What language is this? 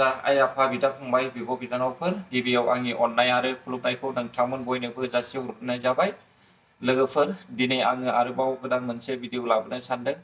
Bodo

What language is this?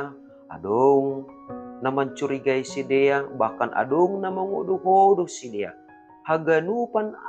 Batak Simalungun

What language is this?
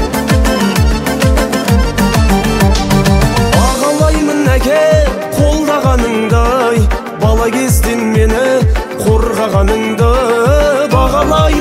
Kazakh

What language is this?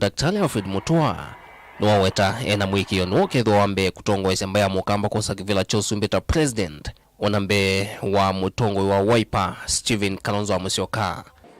Kamba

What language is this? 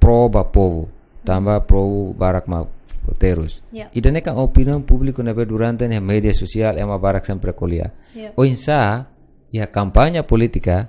Tetum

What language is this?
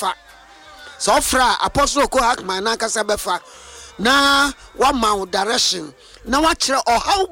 Akan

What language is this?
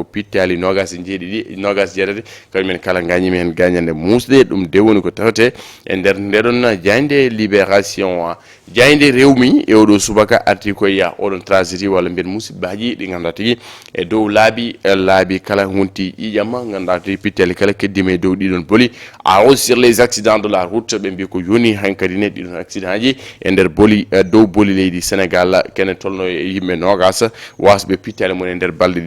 Fula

